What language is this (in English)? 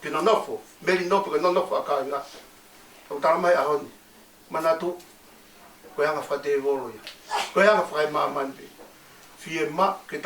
Tongan